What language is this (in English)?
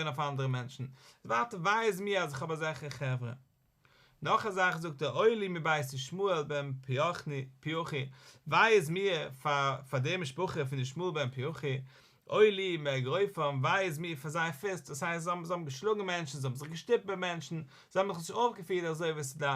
Yiddish